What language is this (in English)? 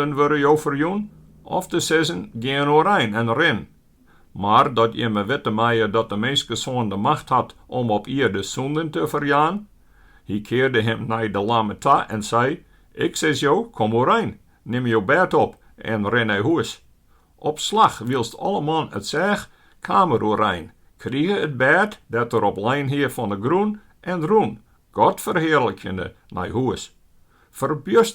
Western Frisian